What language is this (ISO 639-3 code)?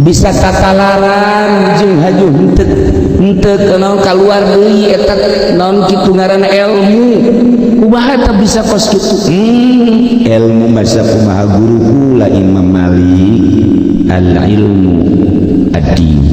sun